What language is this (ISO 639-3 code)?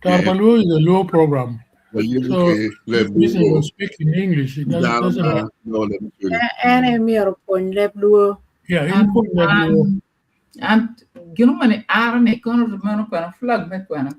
ach